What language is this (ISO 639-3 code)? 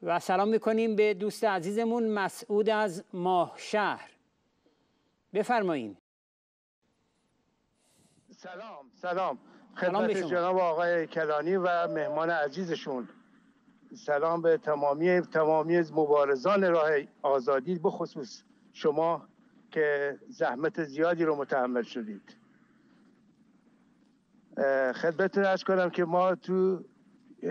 fas